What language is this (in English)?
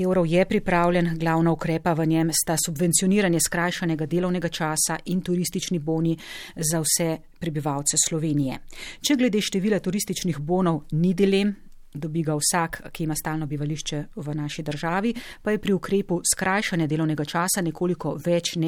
Slovenian